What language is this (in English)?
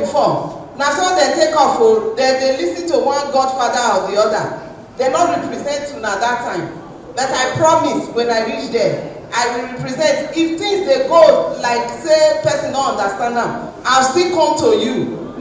Nigerian Pidgin